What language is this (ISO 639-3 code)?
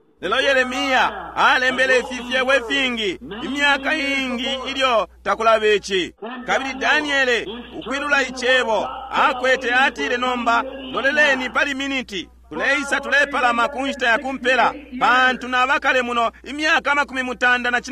bem